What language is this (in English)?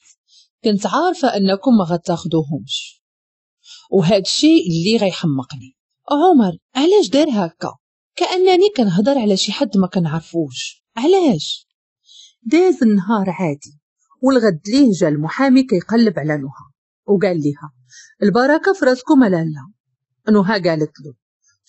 Moroccan Arabic